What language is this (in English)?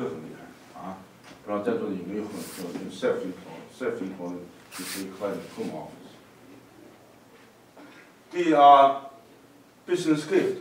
Chinese